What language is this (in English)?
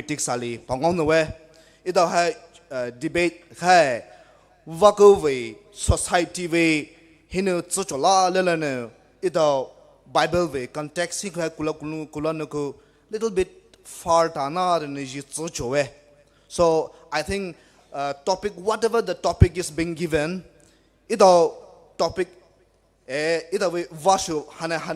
Poumei Naga